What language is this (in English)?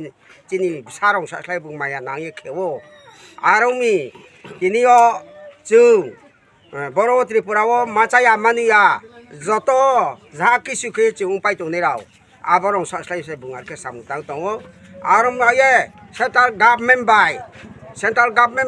Riang (India)